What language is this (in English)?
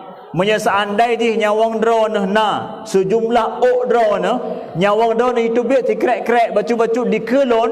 Achinese